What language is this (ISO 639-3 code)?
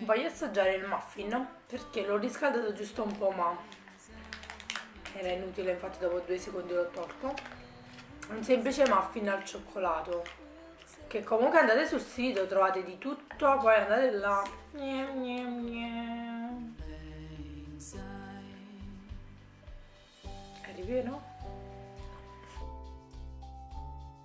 ita